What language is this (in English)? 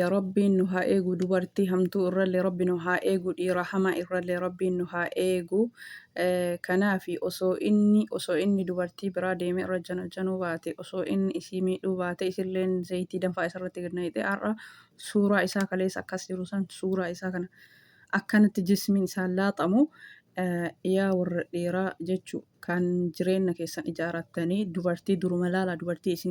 Oromo